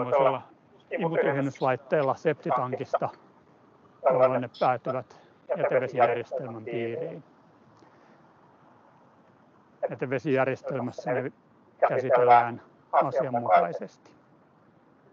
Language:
Finnish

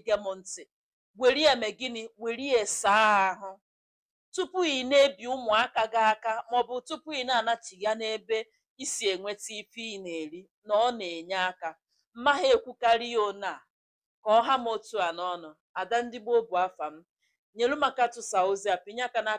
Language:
Igbo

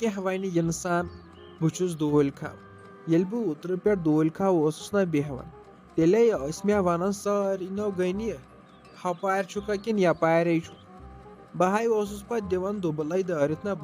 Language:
Kashmiri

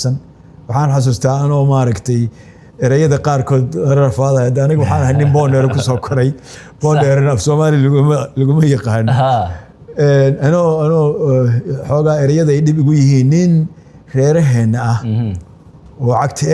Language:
Somali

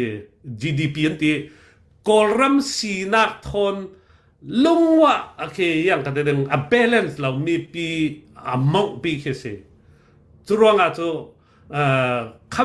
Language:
Falam Chin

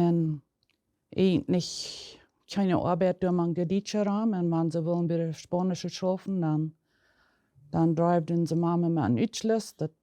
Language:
Plautdietsch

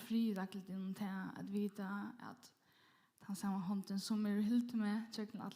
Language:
Faroese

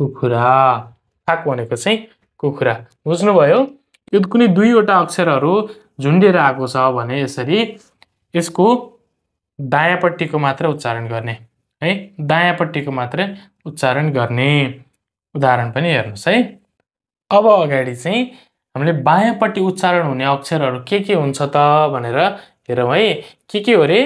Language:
Nepali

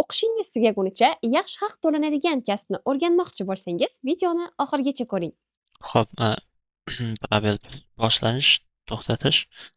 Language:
Uzbek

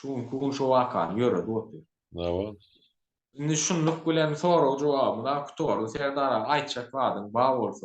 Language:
Turkmen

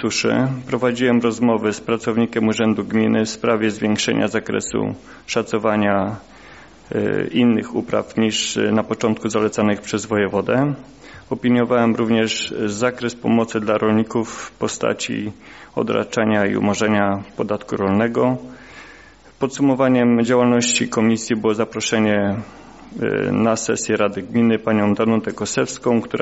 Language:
Polish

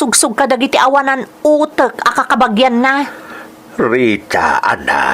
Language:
Iloko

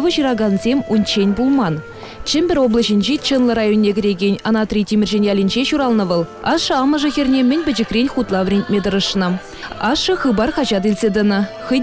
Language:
Chuvash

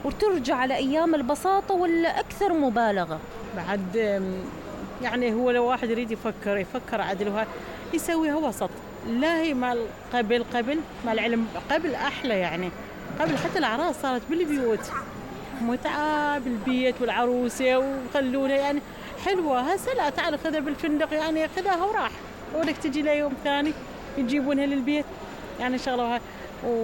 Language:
Mesopotamian Arabic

